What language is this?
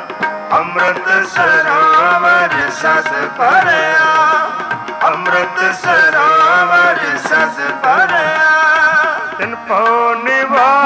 Punjabi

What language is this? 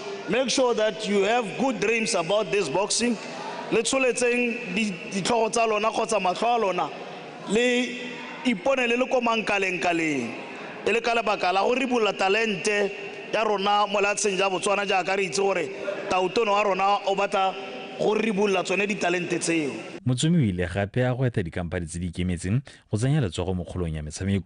Tswana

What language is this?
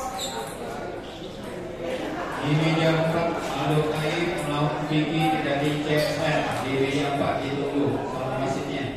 Indonesian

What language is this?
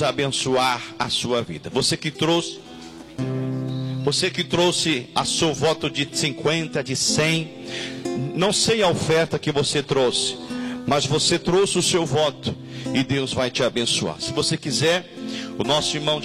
Portuguese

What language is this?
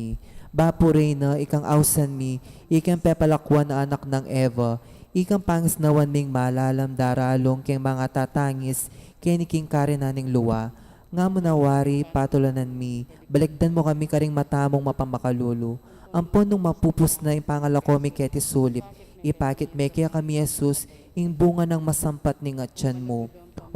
Pampanga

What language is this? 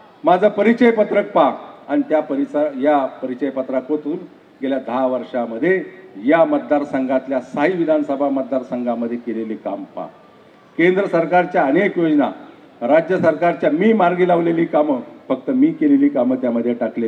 Marathi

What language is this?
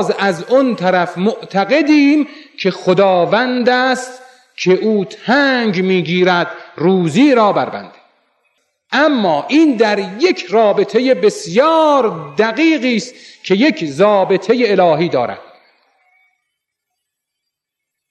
Persian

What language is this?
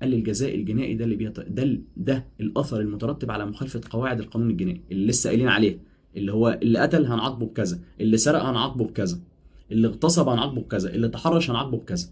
Egyptian Arabic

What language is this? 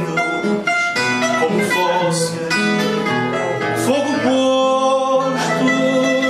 Portuguese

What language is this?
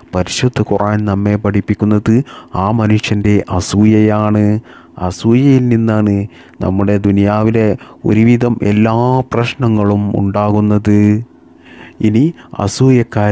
Malayalam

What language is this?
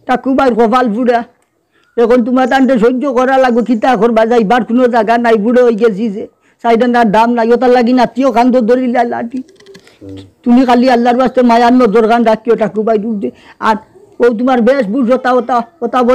Sylheti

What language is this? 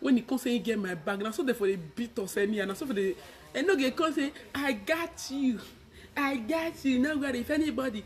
Nigerian Pidgin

